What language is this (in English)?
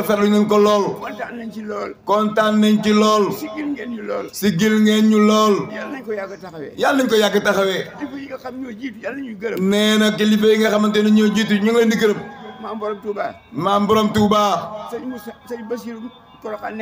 Wolof